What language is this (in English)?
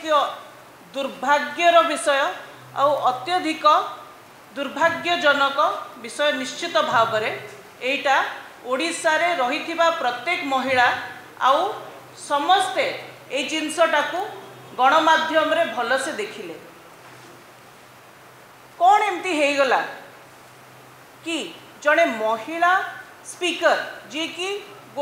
Odia